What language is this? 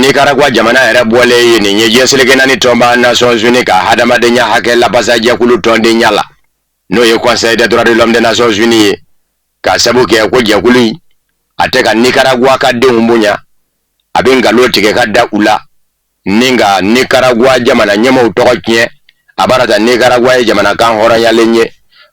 Bambara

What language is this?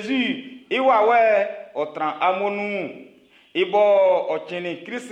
Baoulé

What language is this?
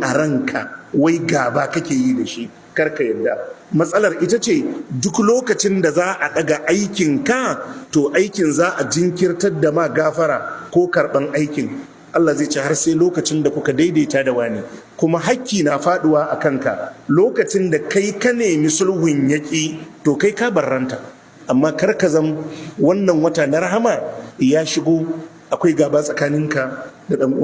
Hausa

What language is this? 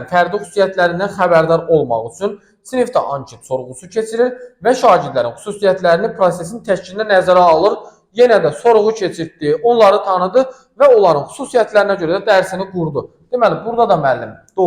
Azerbaijani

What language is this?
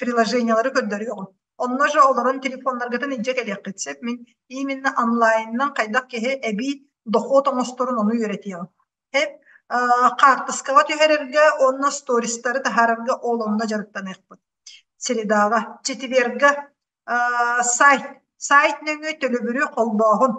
Yakut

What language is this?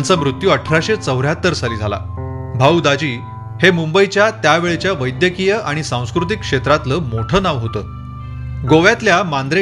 Marathi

